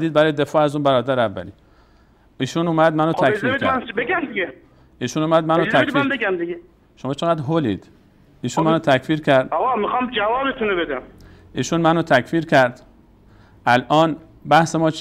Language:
Persian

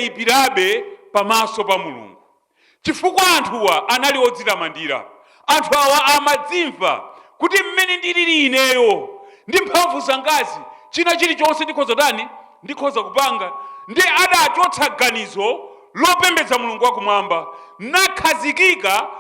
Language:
Nyanja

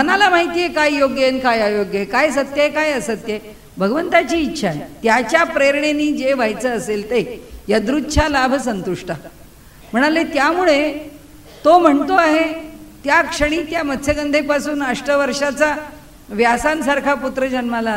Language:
Marathi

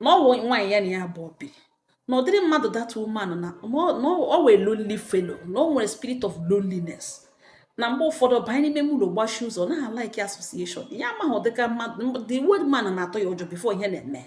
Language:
Igbo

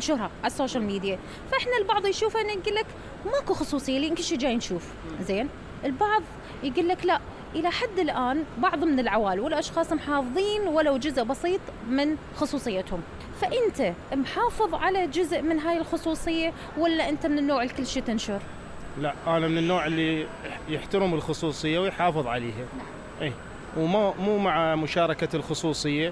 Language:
Mesopotamian Arabic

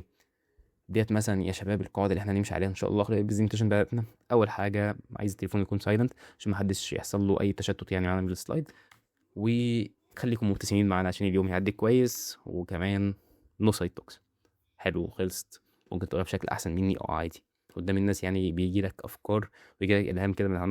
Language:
Egyptian Arabic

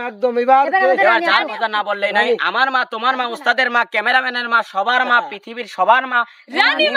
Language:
Bangla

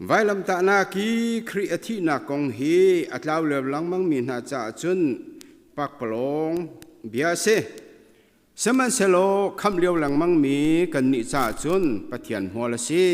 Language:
Hakha Chin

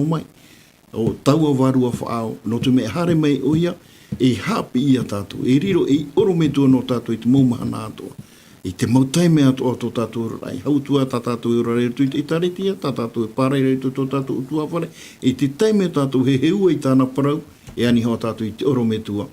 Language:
Tahitian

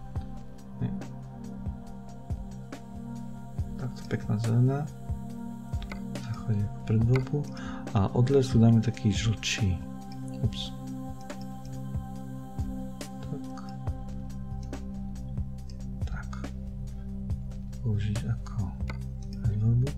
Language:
Slovak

